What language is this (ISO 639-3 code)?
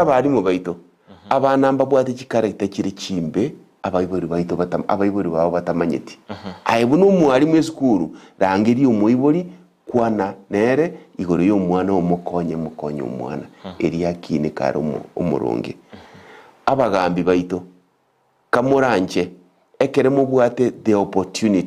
guz